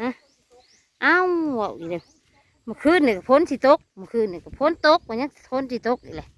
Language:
Northeastern Thai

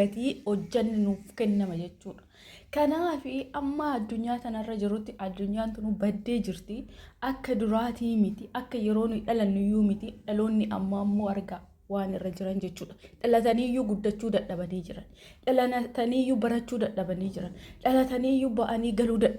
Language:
Oromo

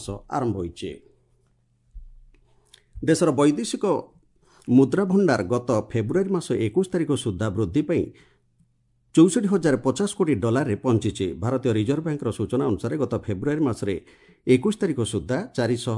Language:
Odia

